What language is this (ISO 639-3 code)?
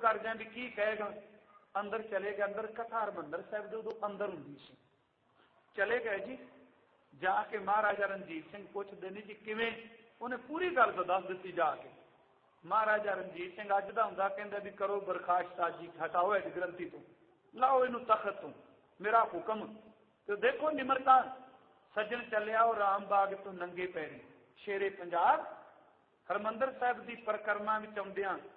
pan